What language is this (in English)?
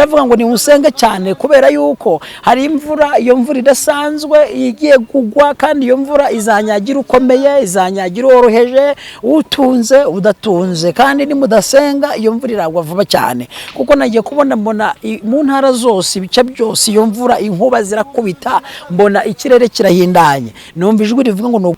Kinyarwanda